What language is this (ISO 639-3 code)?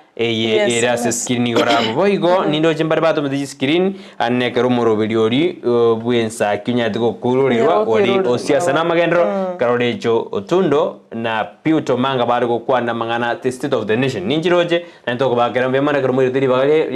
guz